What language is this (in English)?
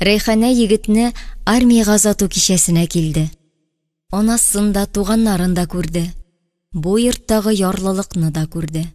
Tatar